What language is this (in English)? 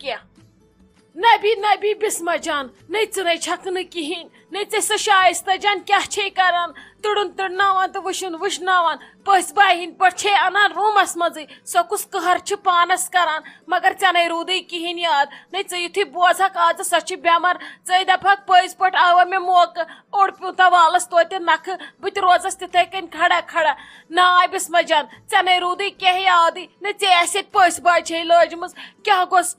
Kashmiri